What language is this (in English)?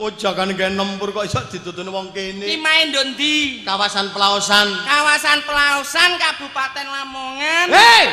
Javanese